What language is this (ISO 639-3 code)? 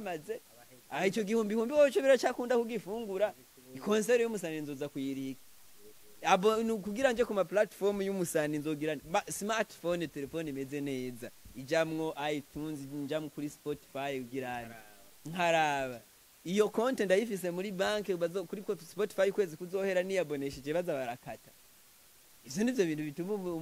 run